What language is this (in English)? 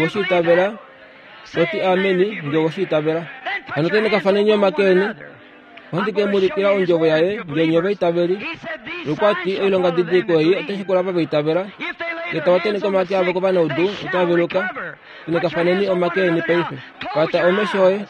Kuanyama